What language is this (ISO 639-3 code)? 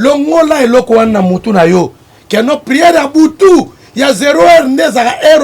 lin